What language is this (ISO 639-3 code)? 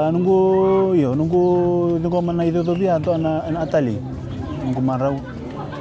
fij